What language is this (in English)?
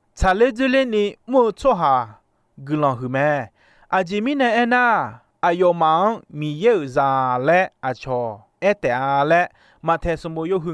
Akha